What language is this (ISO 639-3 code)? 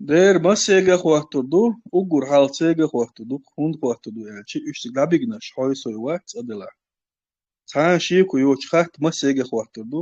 che